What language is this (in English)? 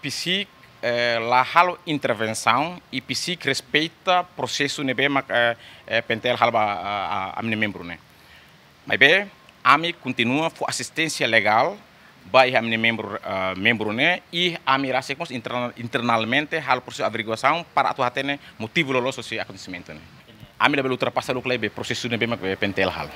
Tetum